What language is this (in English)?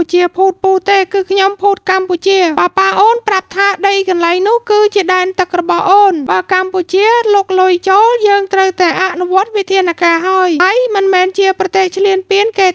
Khmer